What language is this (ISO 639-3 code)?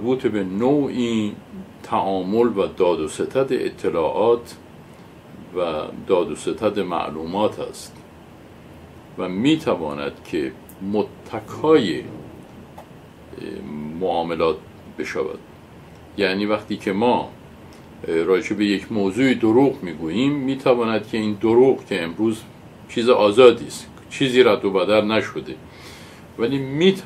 fas